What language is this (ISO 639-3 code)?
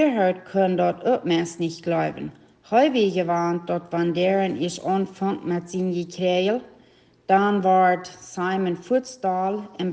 pdt